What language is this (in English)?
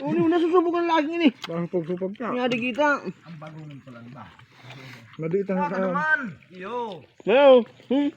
Bikol